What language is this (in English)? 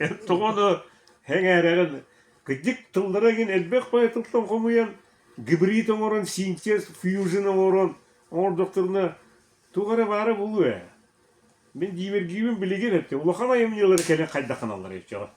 Yakut